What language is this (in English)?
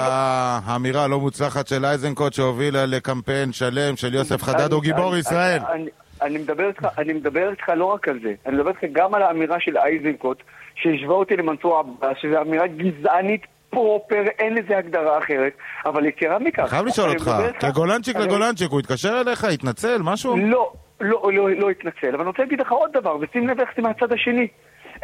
Hebrew